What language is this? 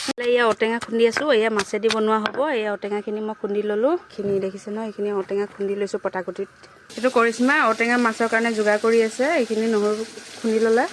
Assamese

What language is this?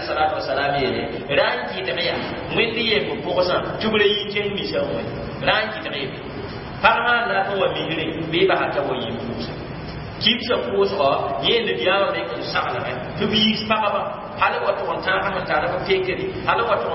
Mossi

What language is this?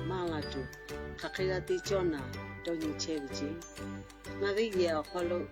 Lahu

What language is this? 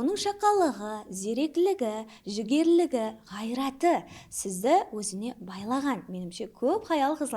Kara-Kalpak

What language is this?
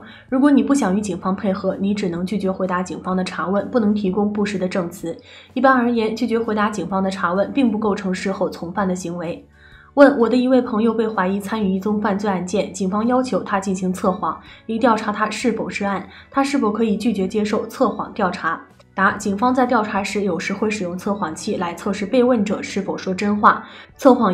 Chinese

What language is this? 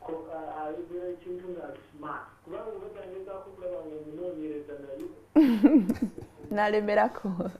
Ganda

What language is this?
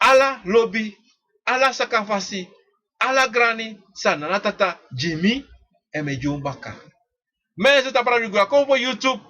Sranan Tongo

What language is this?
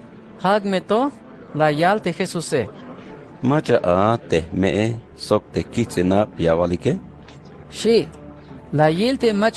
Tzeltal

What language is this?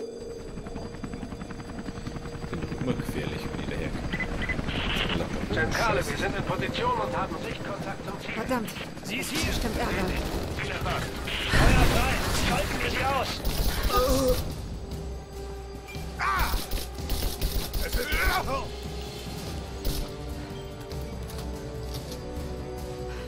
German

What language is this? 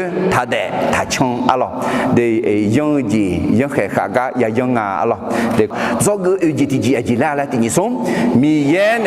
Akha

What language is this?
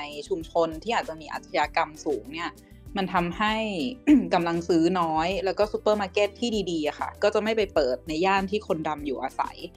Thai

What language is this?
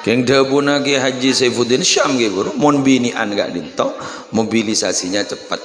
Madurese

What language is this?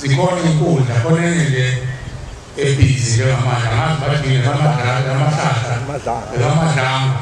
Zulu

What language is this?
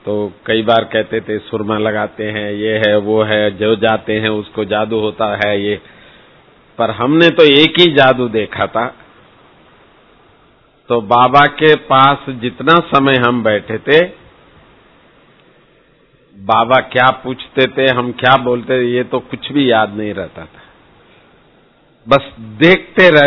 Hindi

